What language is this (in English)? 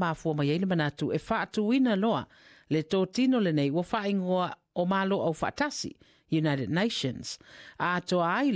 Samoan